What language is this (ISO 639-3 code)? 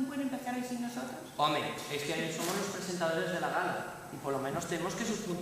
ast